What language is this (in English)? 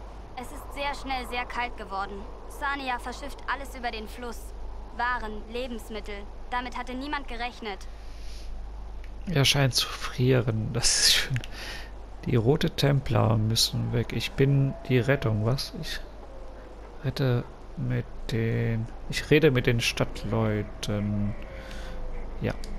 German